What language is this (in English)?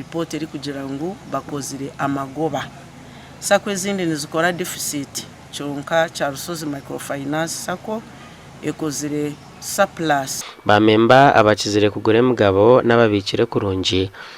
Nyankole